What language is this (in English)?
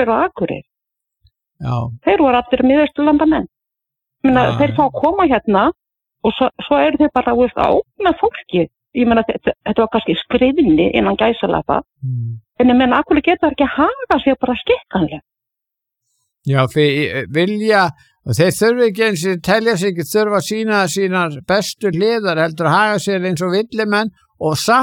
Icelandic